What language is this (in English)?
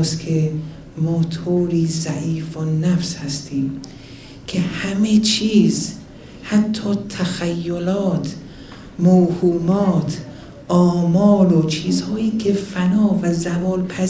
Persian